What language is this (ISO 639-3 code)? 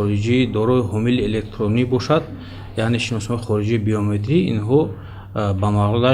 tgk